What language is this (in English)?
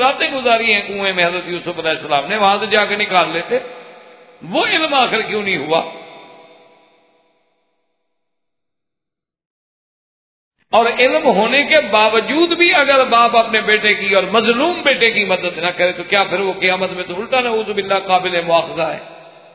Urdu